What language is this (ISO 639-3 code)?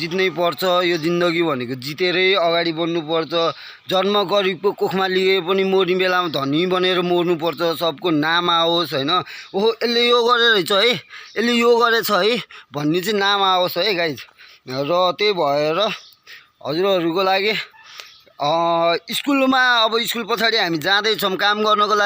nep